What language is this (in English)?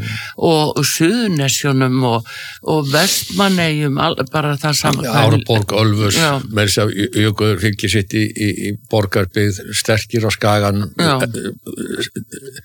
Icelandic